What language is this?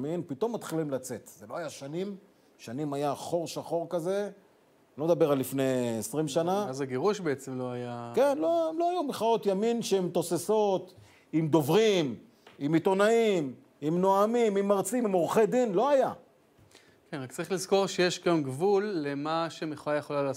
Hebrew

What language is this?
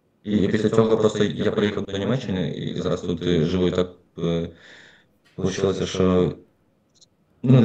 Ukrainian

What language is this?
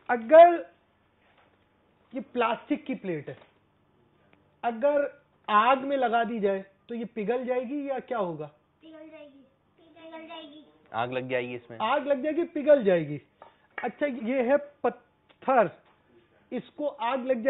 Urdu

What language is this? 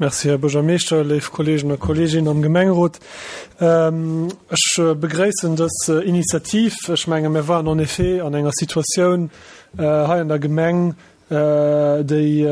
Luxembourgish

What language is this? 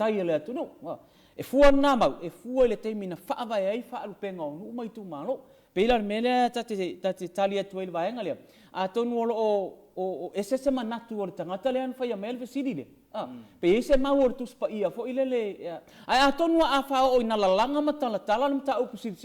Samoan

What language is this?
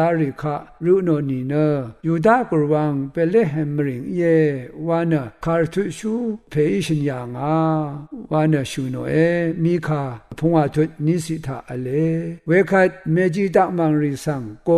Rawang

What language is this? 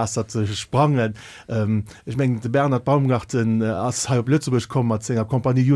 Luxembourgish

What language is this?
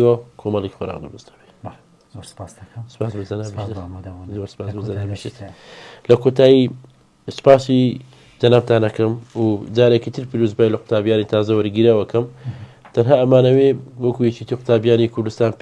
Central Kurdish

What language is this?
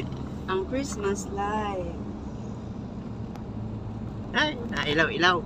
Filipino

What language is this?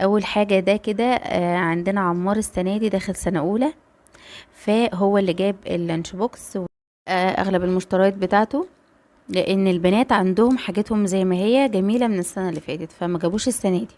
Egyptian Arabic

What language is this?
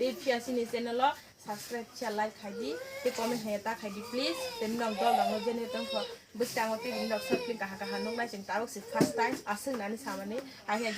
Kok Borok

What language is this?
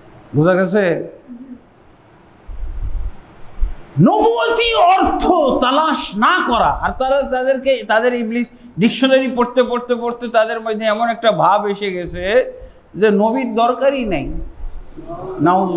Bangla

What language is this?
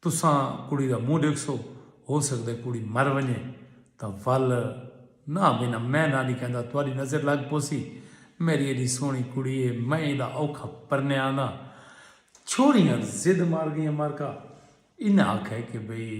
Saraiki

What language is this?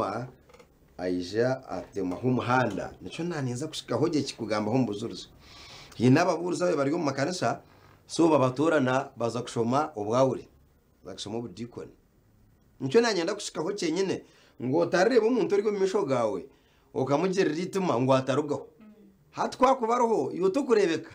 Nyankole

